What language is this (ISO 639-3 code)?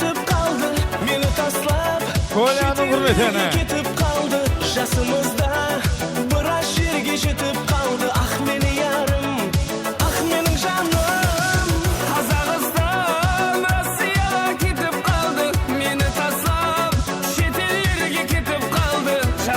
kaa